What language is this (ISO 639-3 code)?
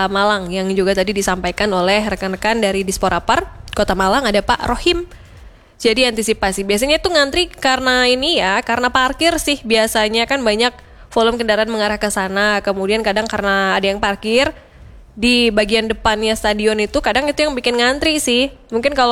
ind